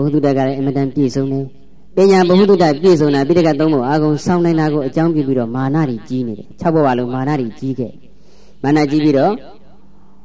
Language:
Burmese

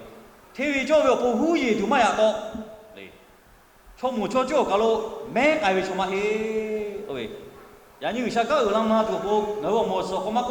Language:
Lahu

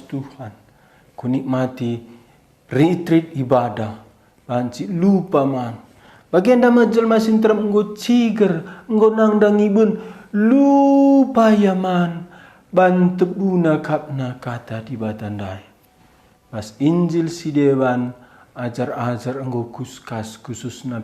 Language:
Batak Karo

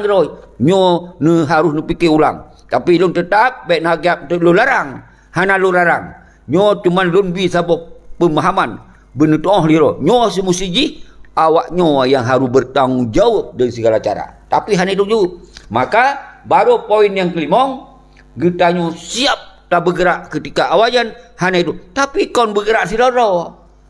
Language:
Achinese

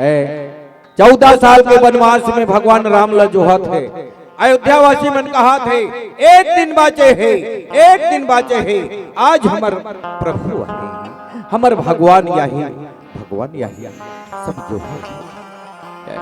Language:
Chhattisgarhi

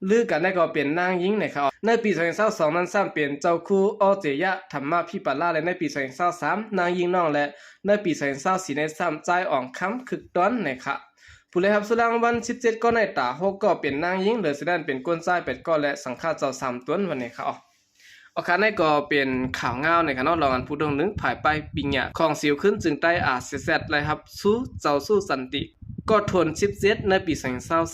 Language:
Shan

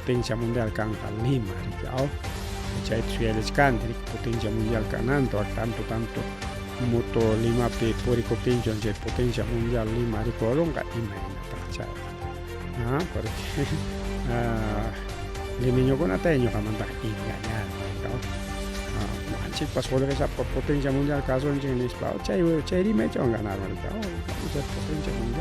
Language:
Ayacucho Quechua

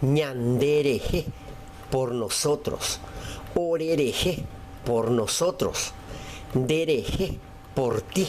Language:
Guarani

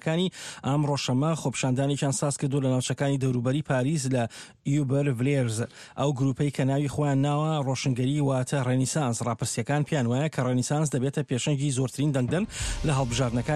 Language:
Central Kurdish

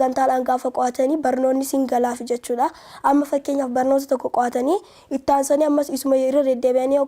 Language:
Oromo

